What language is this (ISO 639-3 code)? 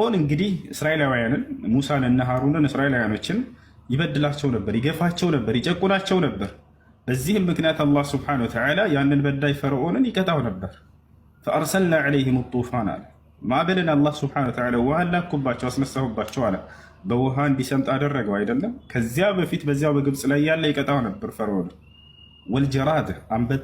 amh